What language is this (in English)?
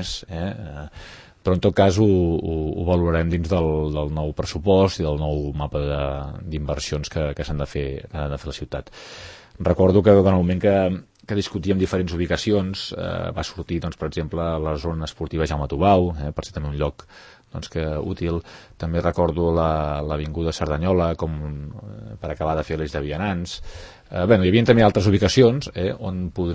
Catalan